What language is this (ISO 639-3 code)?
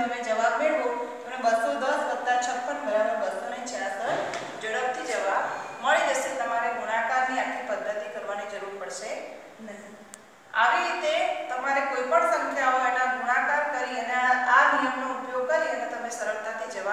guj